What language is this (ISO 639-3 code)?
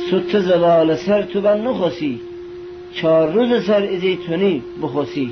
glk